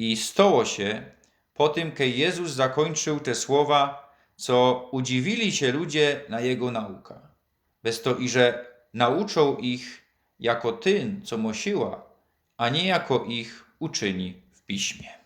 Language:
Silesian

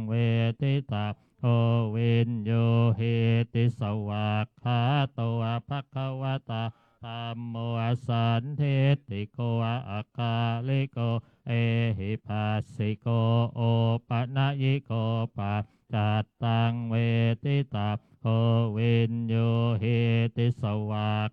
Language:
Pali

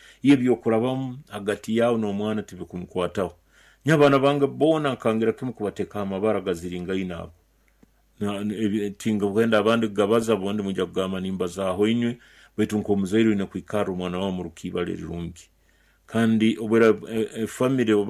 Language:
Nyoro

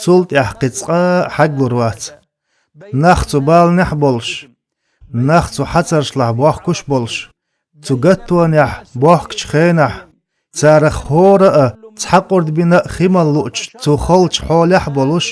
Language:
Chechen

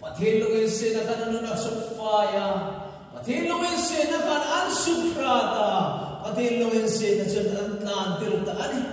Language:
Hmar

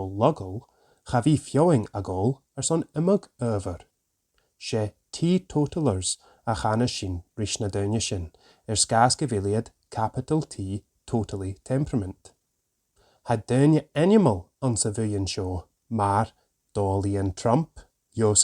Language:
Scottish Gaelic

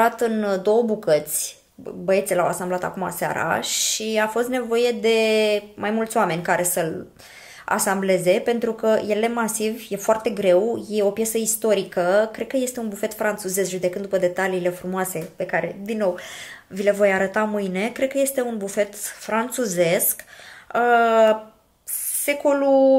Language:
Romanian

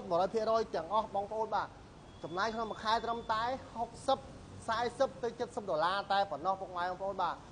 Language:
Khmer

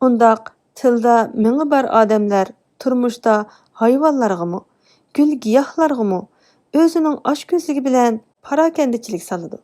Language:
Uyghur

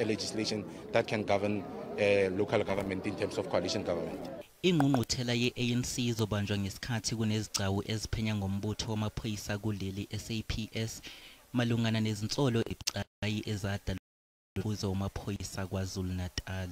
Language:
Zulu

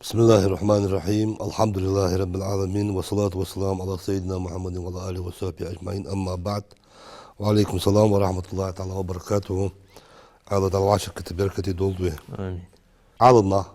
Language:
Ingush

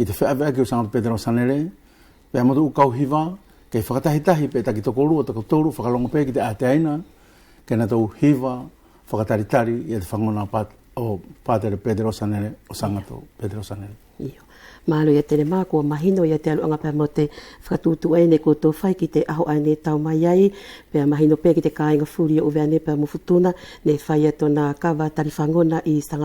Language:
Wallisian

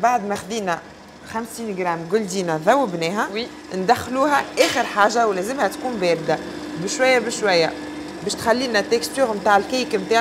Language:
Tunisian Arabic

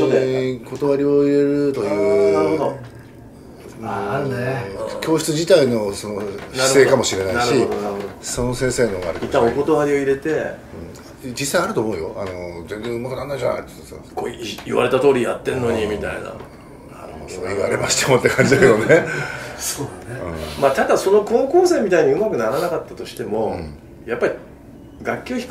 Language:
Japanese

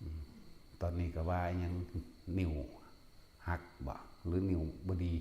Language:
Northeastern Thai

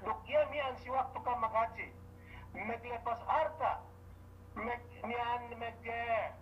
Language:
Yakan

